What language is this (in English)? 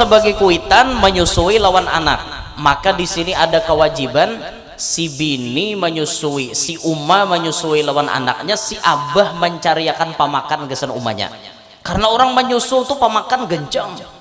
Banjar